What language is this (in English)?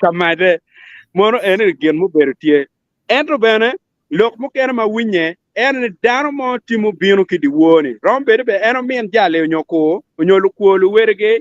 Acoli